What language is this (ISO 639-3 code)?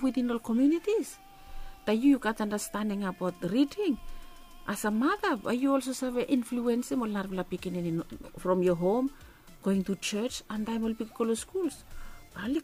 bis